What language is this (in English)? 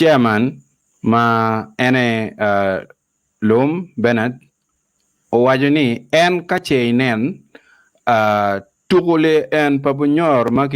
Acoli